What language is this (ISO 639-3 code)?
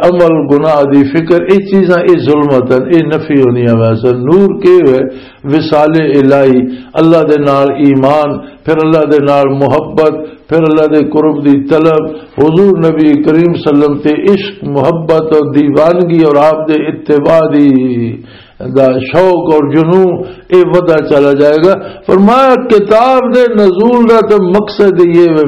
lah